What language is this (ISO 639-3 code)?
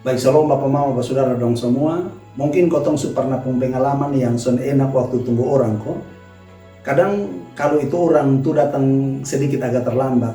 mkn